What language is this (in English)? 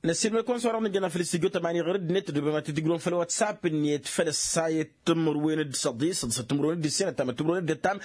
Tamasheq